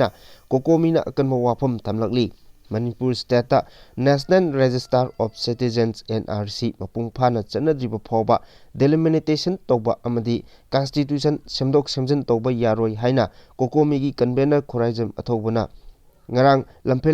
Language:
Manipuri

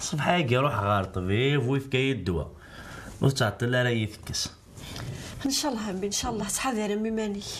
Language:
Kabyle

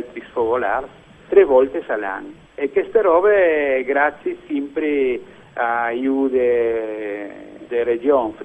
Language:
Friulian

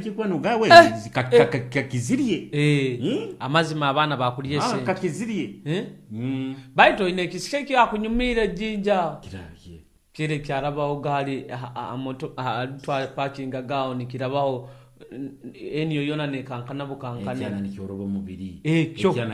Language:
Nyoro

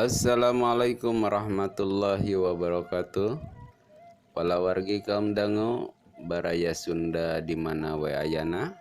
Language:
Sundanese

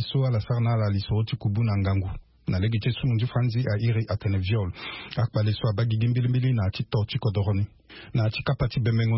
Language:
Sango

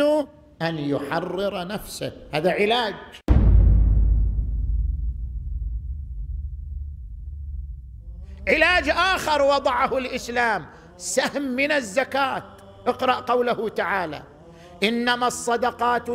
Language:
Arabic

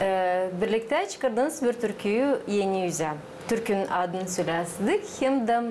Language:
Gagauz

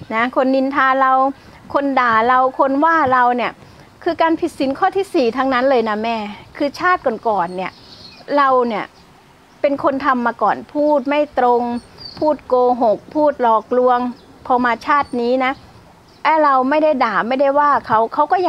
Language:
Thai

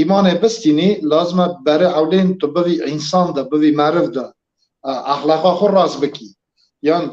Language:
Kurdish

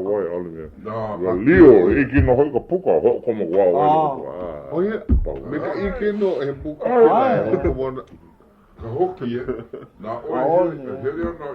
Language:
Hawaiian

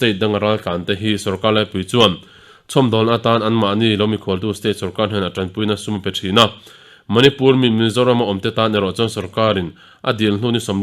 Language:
Mizo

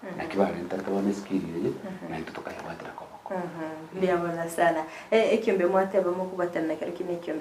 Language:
Gusii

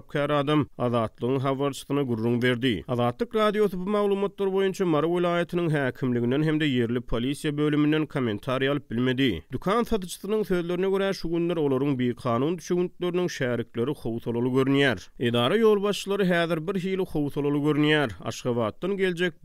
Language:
Turkmen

